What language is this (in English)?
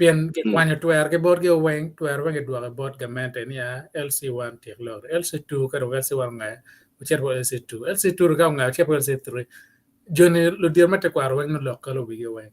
Acoli